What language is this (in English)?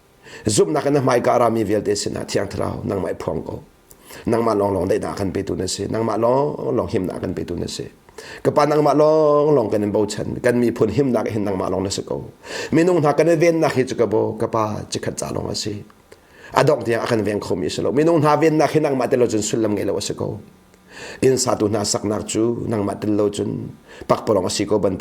Hakha Chin